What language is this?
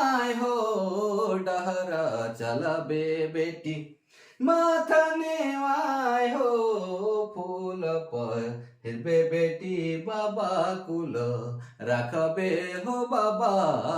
Sadri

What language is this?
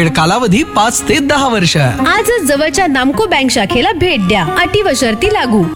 Marathi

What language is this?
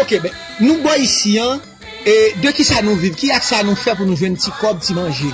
Haitian Creole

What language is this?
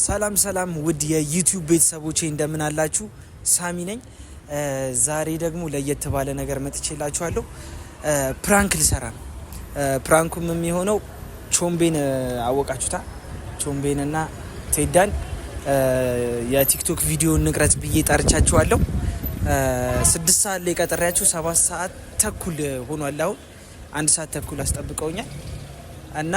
Amharic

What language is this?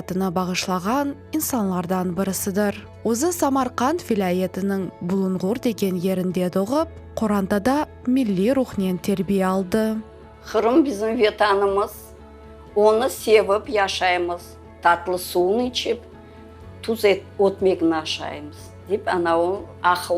Crimean Tatar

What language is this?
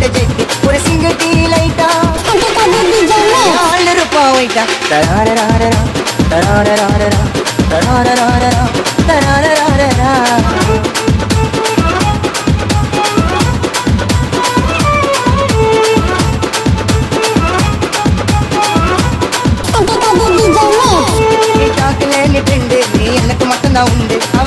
Tamil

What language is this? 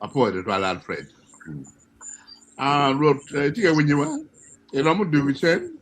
Acoli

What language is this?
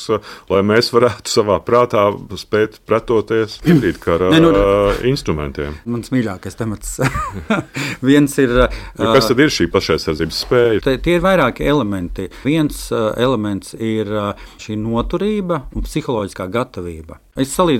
Latvian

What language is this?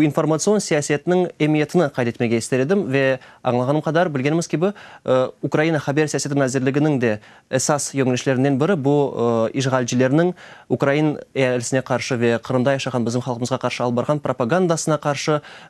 Crimean Tatar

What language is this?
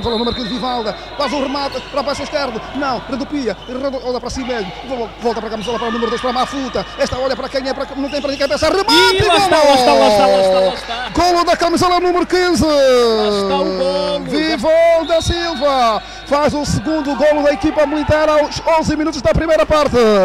Portuguese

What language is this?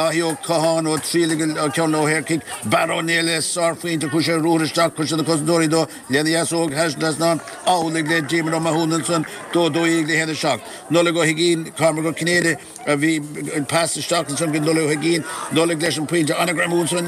Irish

